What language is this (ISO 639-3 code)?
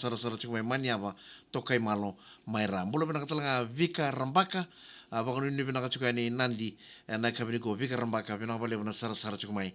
fij